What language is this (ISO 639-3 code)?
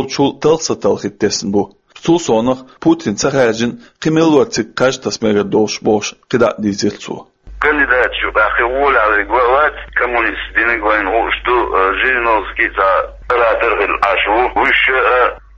che